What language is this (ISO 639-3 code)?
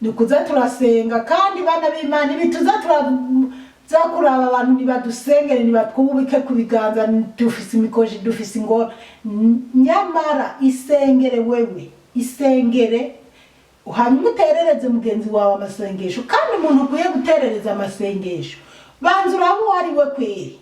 run